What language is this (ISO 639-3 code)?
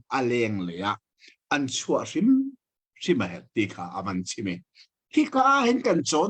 cnh